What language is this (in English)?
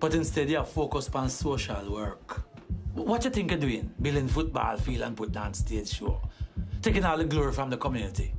Jamaican Creole English